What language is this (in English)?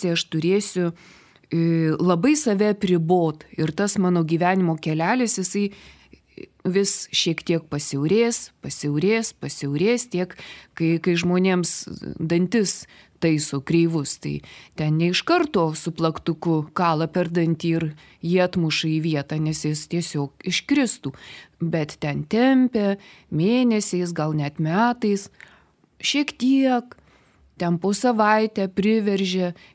Lithuanian